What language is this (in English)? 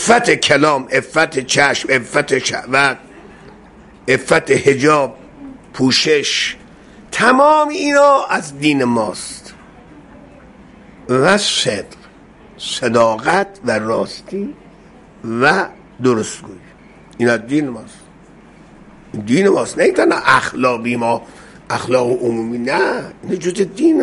Persian